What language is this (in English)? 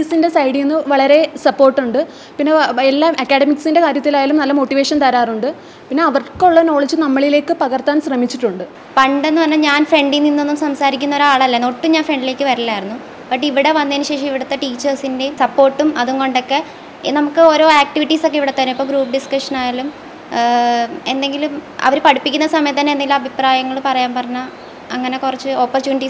Malayalam